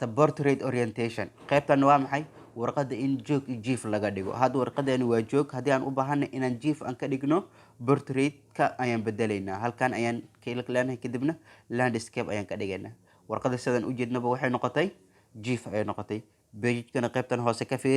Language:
Somali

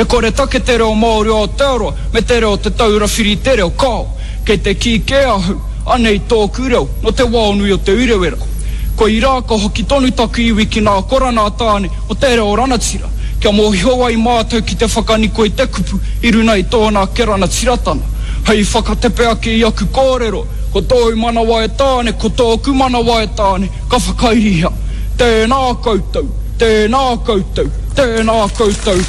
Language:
Māori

